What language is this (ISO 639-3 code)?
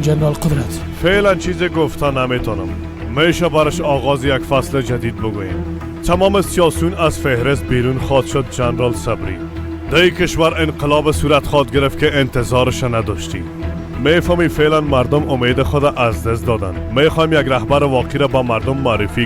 fas